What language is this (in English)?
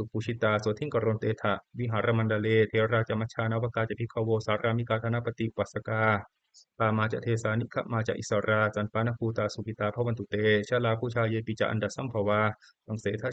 Pali